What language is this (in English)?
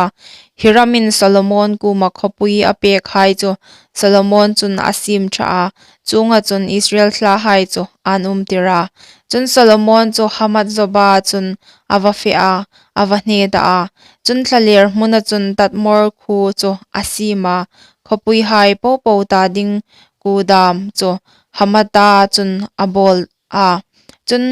Hmar